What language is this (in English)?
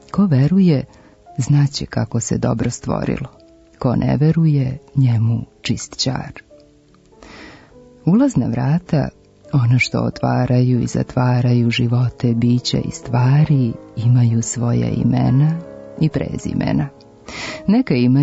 Serbian